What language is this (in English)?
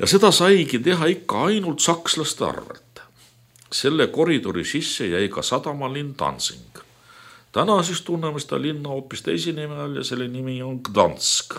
Estonian